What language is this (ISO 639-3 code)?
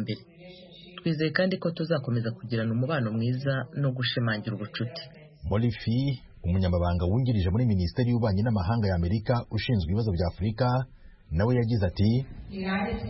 kin